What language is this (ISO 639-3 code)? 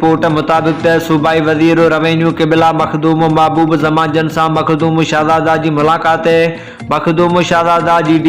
snd